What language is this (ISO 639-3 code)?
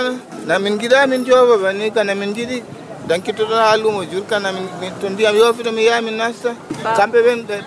fuv